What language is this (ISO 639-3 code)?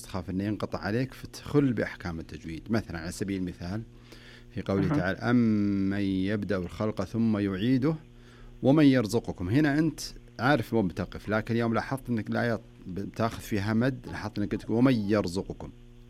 ars